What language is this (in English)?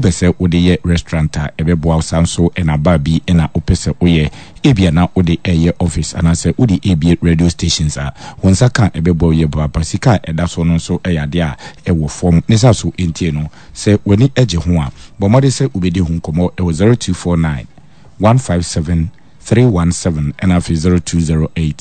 Akan